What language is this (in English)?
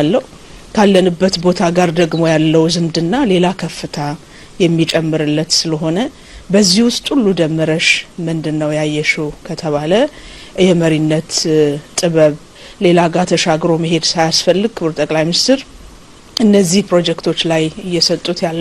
Amharic